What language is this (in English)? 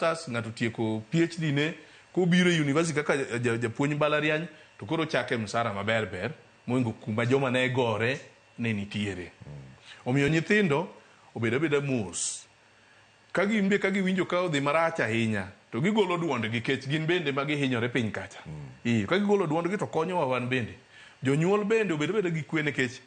Luo (Kenya and Tanzania)